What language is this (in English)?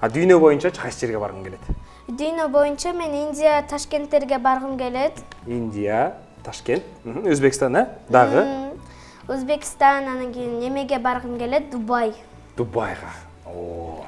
Kyrgyz